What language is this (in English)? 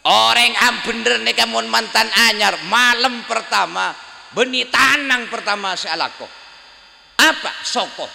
Madurese